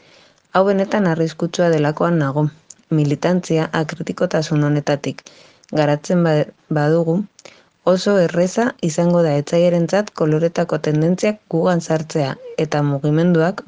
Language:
Basque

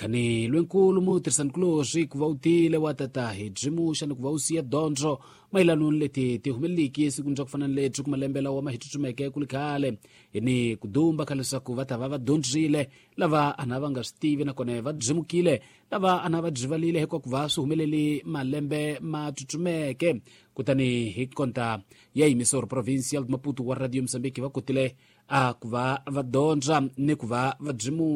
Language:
Tsonga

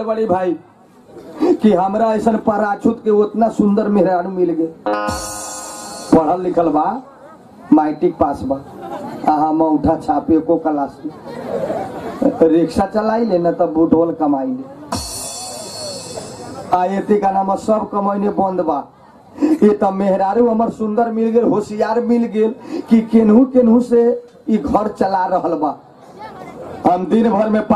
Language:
Bhojpuri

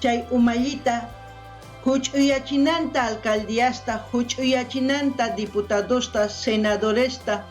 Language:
South Bolivian Quechua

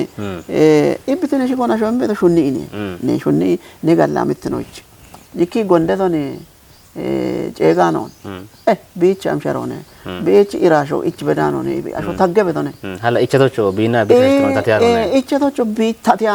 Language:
Kafa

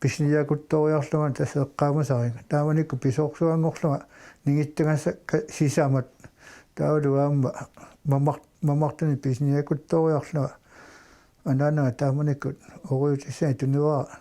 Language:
Kalaallisut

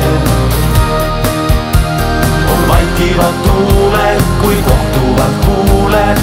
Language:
Estonian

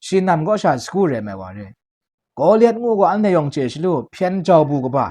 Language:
Kachin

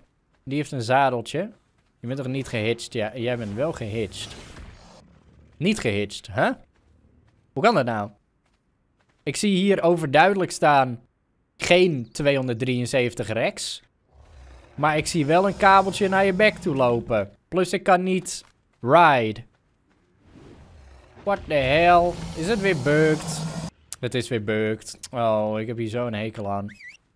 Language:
Dutch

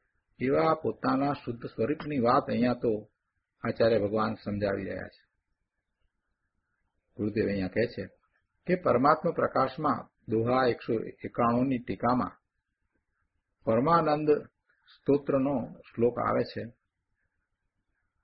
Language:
Gujarati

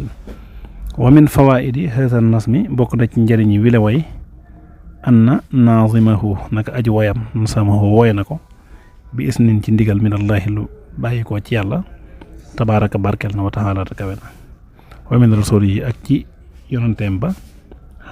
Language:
Wolof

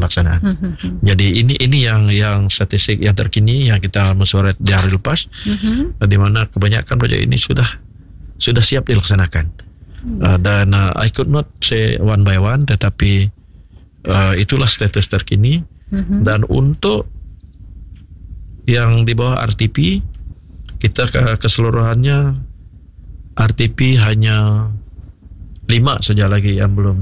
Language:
Malay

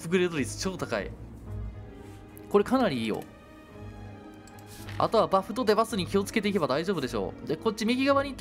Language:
Japanese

